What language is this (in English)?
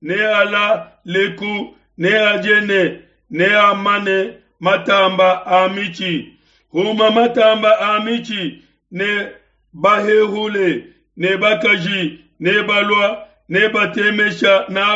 Luba-Lulua